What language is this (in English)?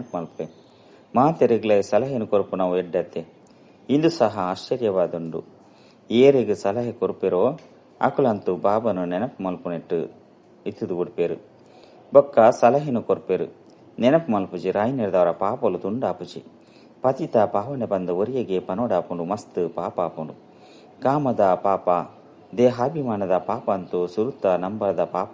Tulu